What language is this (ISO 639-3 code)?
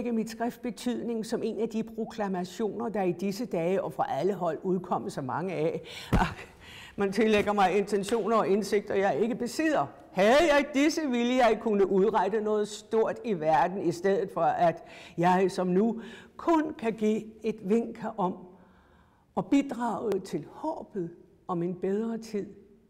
dan